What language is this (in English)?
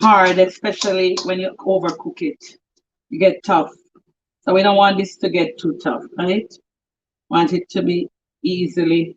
Jamaican Creole English